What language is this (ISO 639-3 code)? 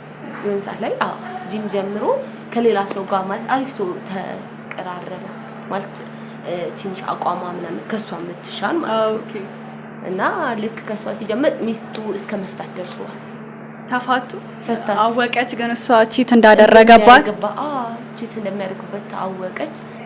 amh